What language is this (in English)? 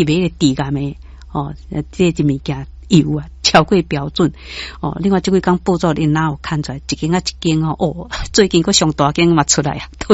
Min Nan Chinese